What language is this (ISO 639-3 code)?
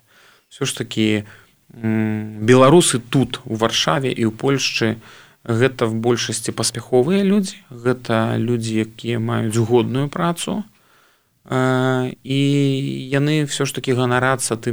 bel